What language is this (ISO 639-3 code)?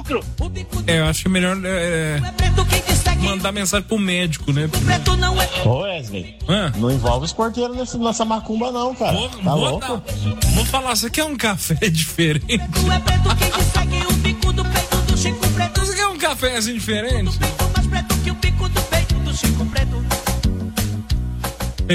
por